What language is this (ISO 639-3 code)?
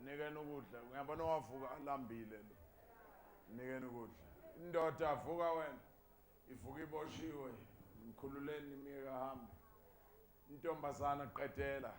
zul